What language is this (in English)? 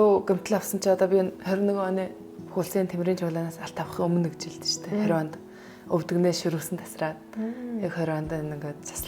Mongolian